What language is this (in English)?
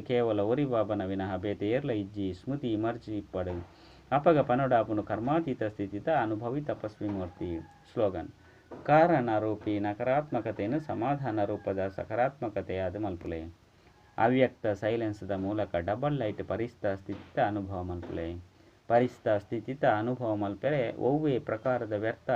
Tulu